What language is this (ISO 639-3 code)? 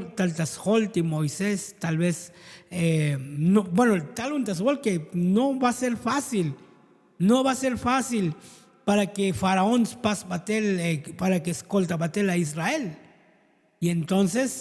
tzo